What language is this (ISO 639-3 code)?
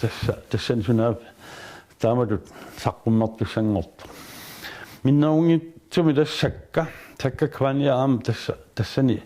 kal